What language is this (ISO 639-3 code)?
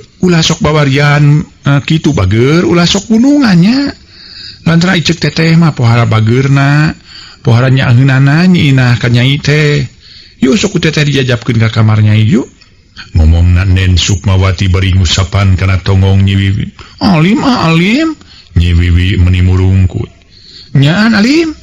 sun